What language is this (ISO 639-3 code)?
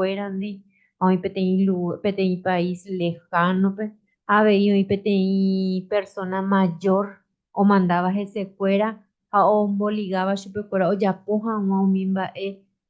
grn